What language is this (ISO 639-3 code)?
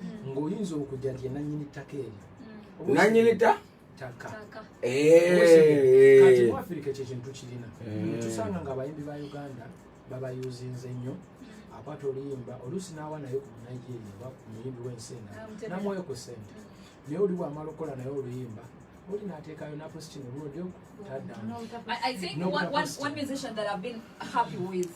lug